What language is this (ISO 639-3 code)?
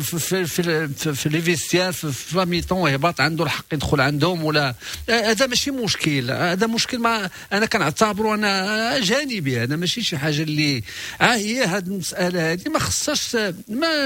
ary